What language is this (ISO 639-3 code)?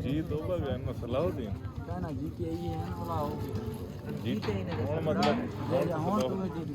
skr